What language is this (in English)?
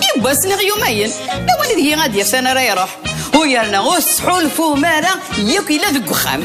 Kabyle